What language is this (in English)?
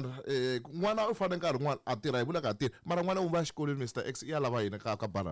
Tsonga